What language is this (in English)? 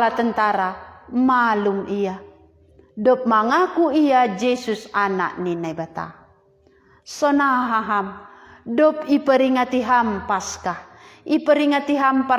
Batak Simalungun